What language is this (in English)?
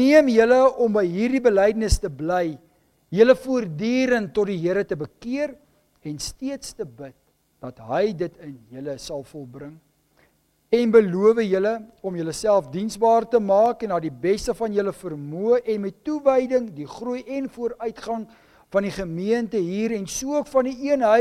Afrikaans